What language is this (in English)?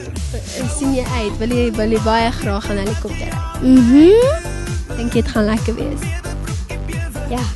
Afrikaans